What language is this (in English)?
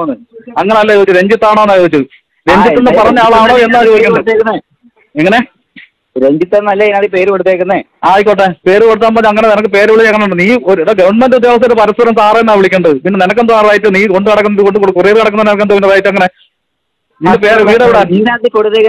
Malayalam